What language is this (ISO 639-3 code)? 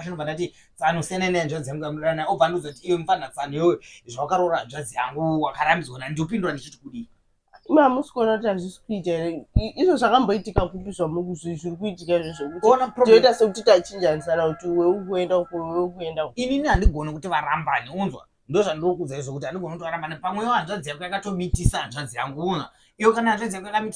sna